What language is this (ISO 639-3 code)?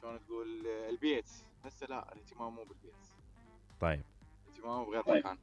acm